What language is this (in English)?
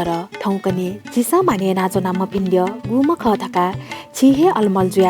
Newari